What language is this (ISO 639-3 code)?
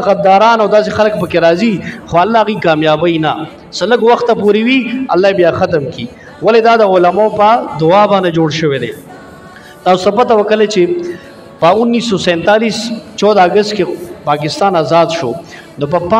pus